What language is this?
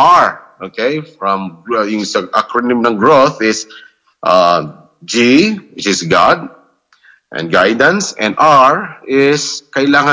Filipino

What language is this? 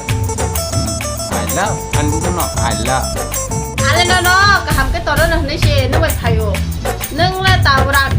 Kok Borok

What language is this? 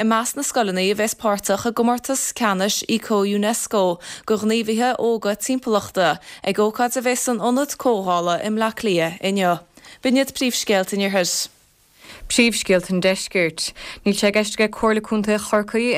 Irish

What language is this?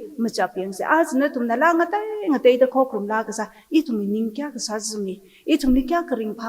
Tangkhul Naga (India)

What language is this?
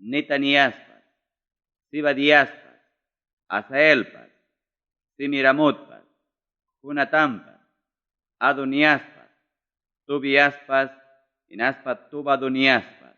Ayacucho Quechua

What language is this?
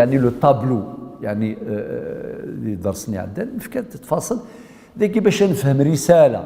Kabyle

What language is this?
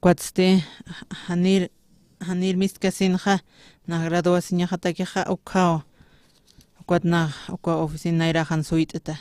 Aymara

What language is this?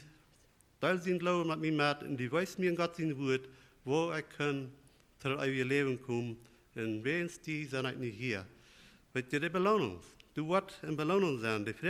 Plautdietsch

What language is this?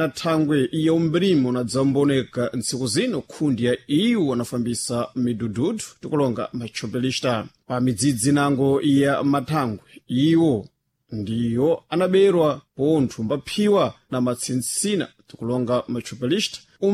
Sena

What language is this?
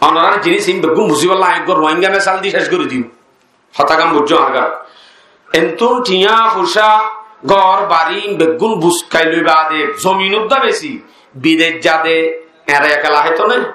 Rohingya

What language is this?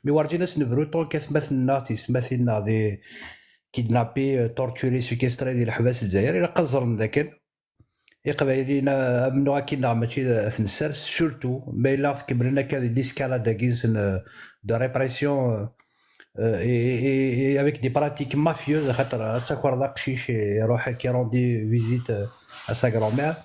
Kabyle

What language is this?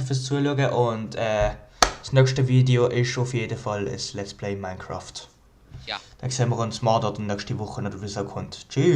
Swiss German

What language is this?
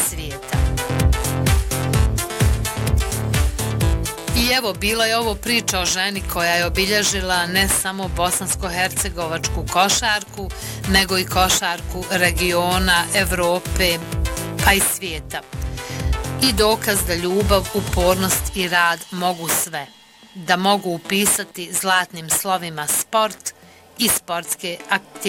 Bosnian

